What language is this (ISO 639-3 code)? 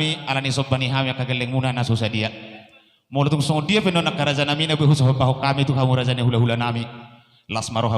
bbc